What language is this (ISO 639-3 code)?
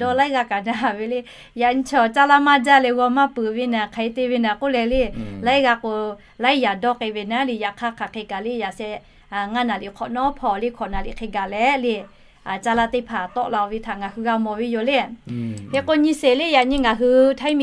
lhu